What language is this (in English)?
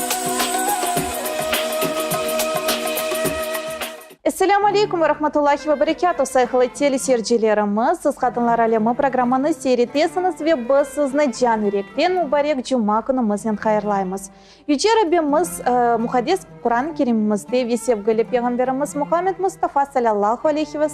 Crimean Tatar